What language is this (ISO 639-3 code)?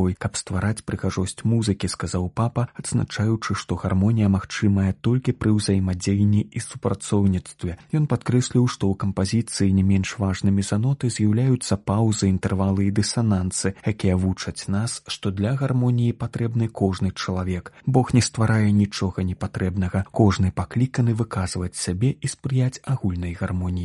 bel